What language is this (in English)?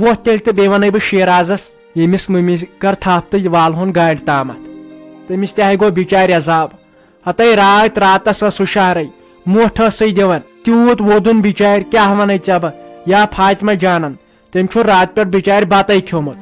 Kashmiri